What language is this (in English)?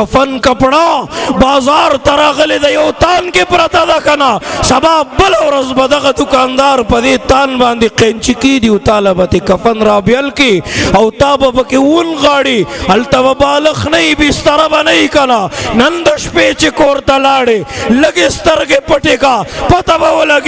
Pashto